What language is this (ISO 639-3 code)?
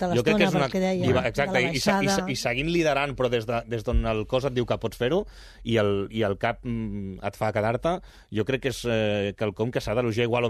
cat